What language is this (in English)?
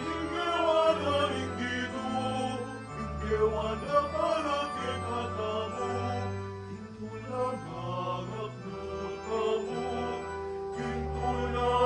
Pampanga